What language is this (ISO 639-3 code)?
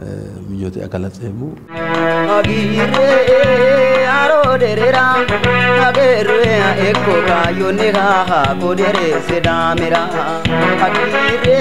sid